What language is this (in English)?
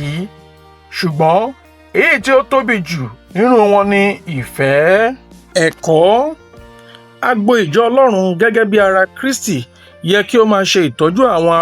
Yoruba